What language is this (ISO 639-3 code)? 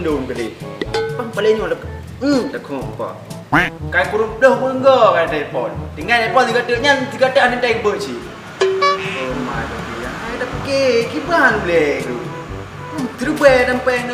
ace